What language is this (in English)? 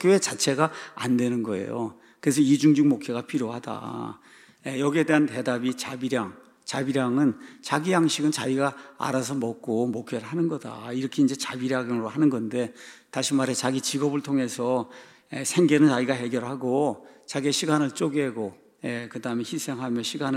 Korean